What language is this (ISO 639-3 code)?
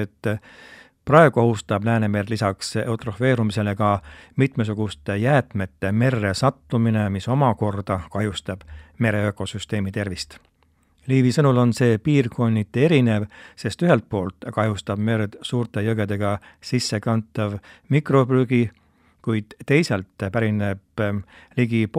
est